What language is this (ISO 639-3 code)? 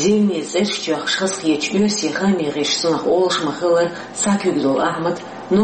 che